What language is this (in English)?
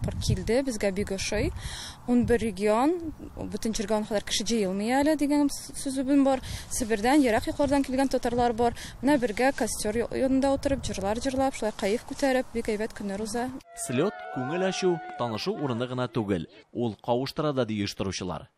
Tatar